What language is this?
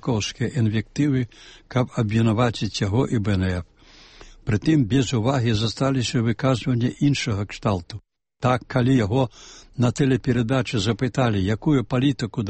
Belarusian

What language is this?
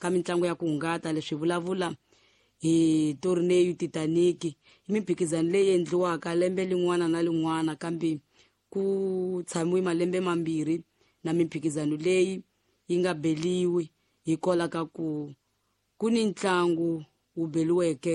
Tsonga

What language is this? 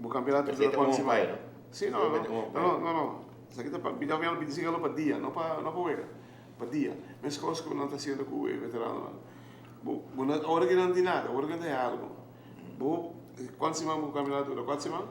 Papiamento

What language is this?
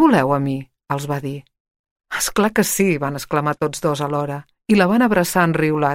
Catalan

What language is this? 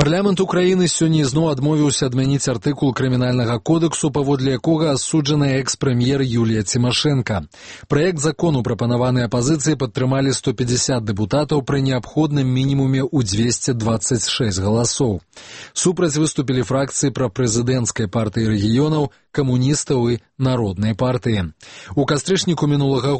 Belarusian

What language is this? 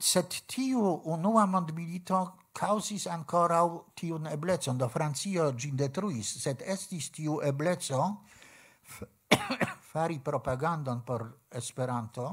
Esperanto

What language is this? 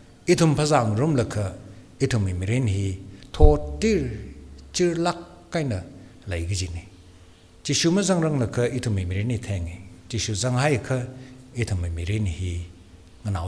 Tangkhul Naga (India)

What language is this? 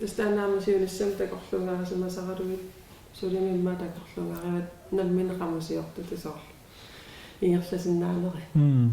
Kalaallisut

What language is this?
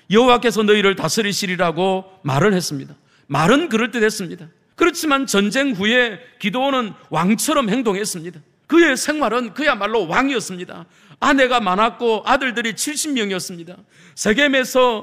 Korean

